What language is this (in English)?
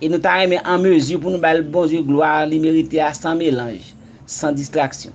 Haitian Creole